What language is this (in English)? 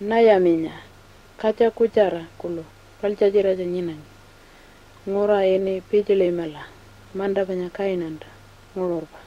Pitjantjatjara